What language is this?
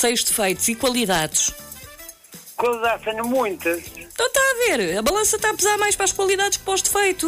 Portuguese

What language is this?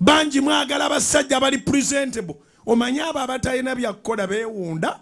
Ganda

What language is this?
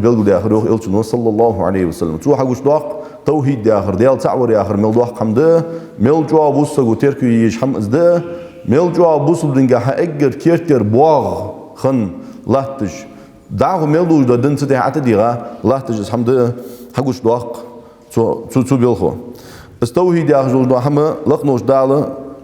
Ingush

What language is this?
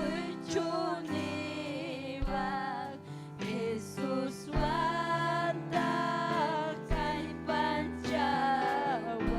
Ayacucho Quechua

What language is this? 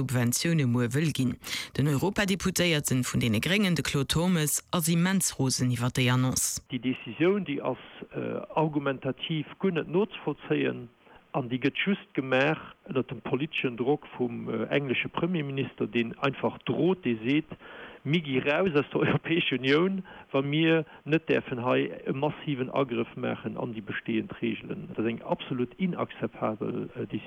Luxembourgish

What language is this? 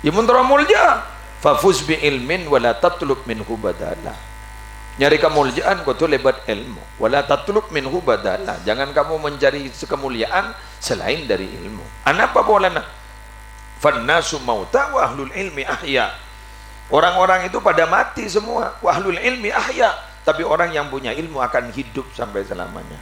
Madurese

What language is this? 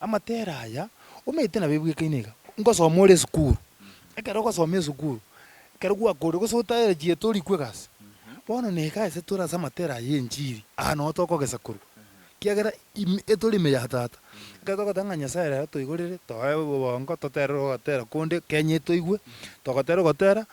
Gusii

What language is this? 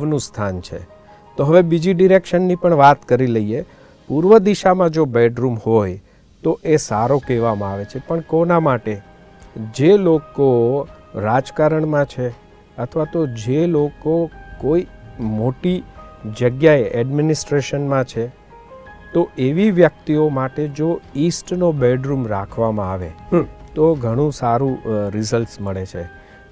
Gujarati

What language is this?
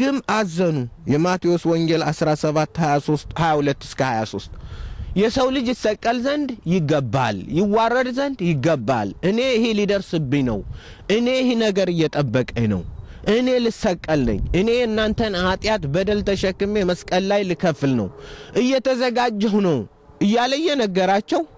Amharic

